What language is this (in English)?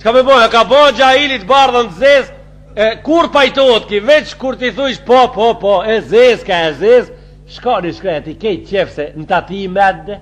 Albanian